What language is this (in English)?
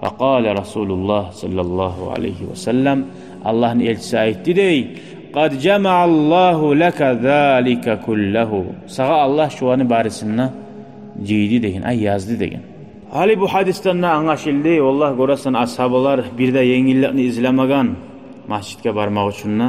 Kumyk